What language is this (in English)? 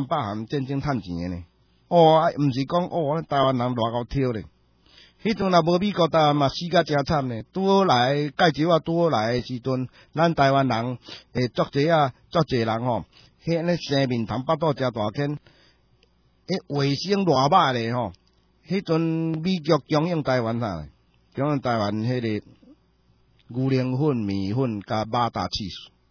Min Nan Chinese